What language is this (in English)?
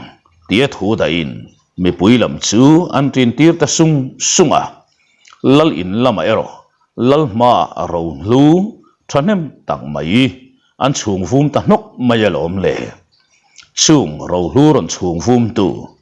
Mizo